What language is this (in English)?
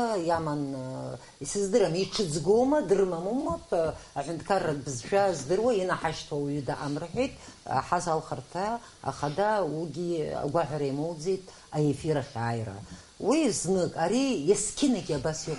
Abkhazian